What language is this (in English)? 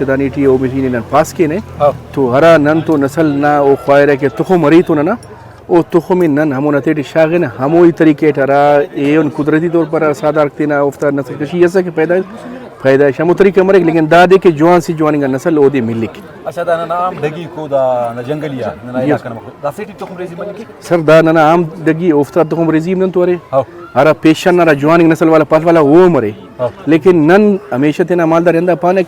Brahui